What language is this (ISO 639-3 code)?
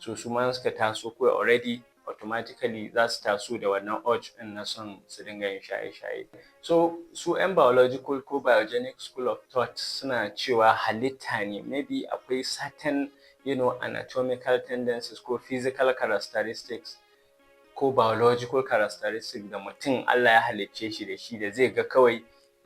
hau